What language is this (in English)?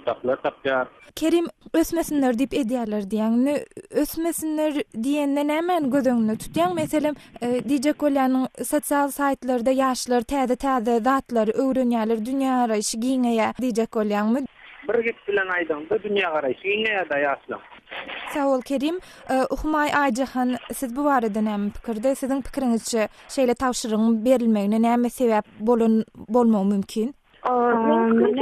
Turkmen